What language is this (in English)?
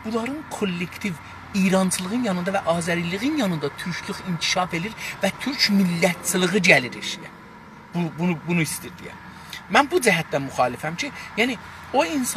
South Azerbaijani